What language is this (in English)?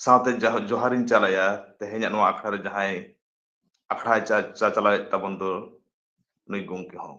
Santali